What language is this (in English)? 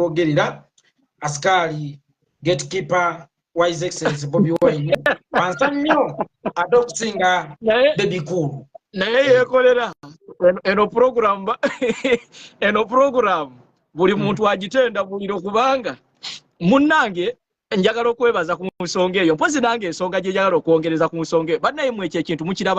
Ganda